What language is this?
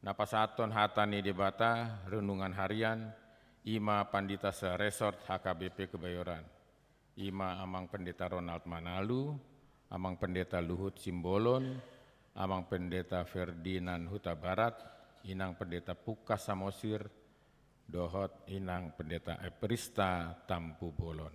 Batak Toba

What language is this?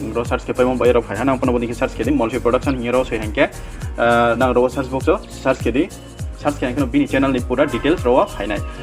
Riang (India)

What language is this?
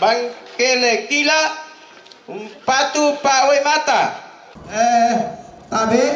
Toraja-Sa'dan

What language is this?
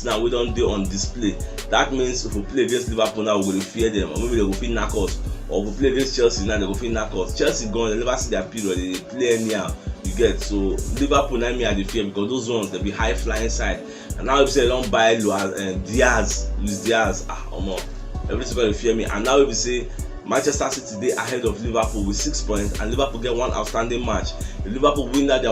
Nigerian Pidgin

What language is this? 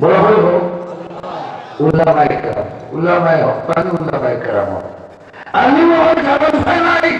Sylheti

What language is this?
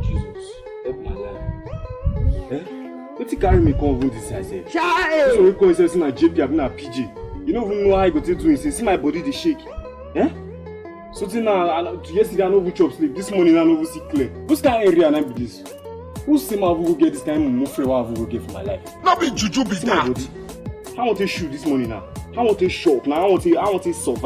Nigerian Pidgin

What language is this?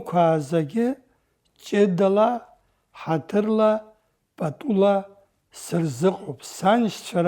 Abkhazian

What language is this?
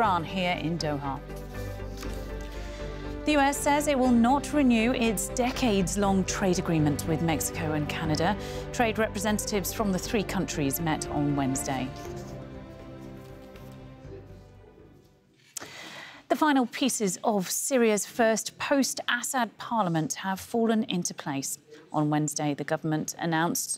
English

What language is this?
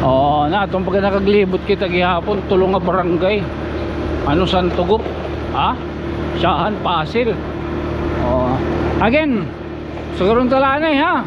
Waray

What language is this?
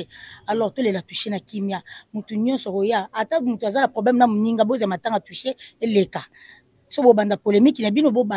Lingala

